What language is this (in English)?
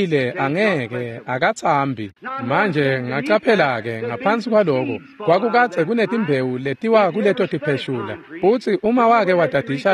Swati